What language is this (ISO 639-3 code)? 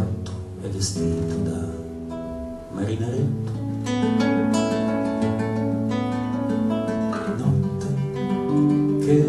ita